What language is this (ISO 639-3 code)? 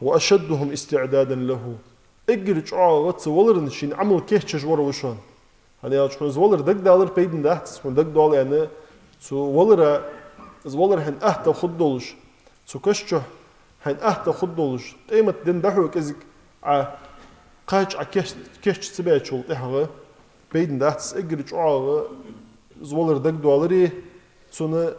inh